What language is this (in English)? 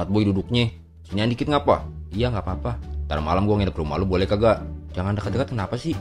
Betawi